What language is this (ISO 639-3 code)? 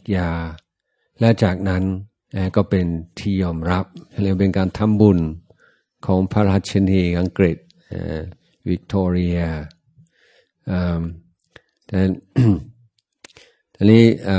tha